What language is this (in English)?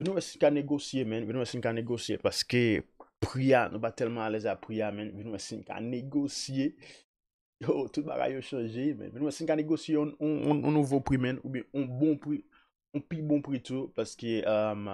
Haitian Creole